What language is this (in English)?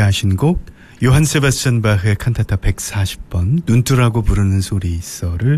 Korean